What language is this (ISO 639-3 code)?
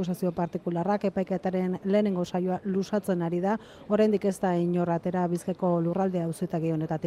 eus